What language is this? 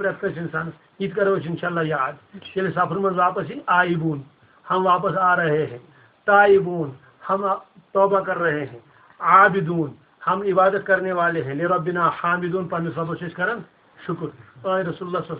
Kashmiri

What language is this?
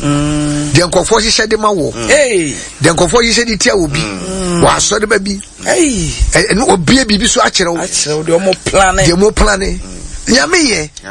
Akan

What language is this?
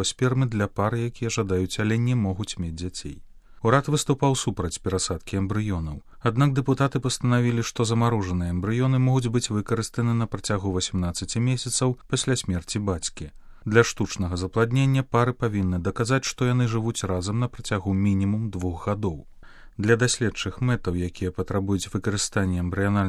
Belarusian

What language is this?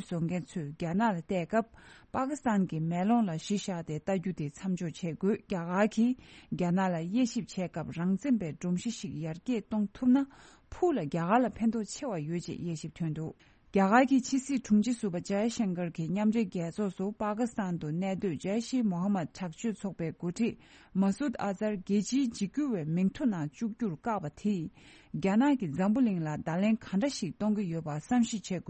Tibetan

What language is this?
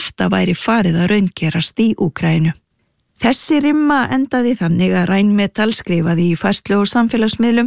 Icelandic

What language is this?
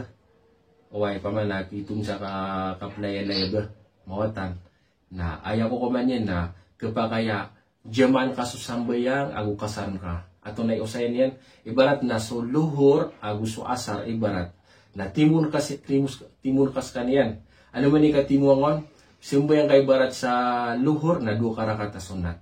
Maranao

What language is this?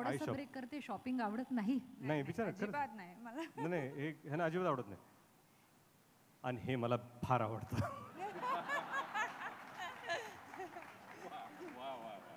Marathi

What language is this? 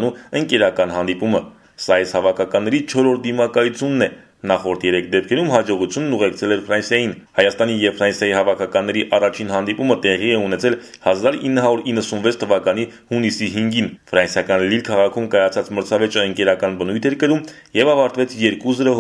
Armenian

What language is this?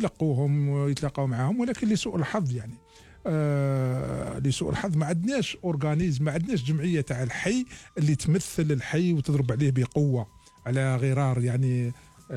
Algerian Arabic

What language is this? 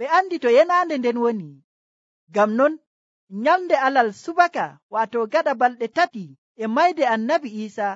Nigerian Fulfulde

